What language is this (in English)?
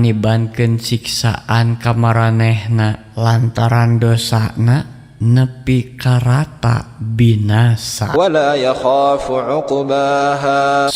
Sundanese